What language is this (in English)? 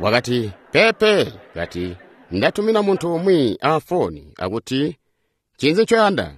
Tonga (Zambia)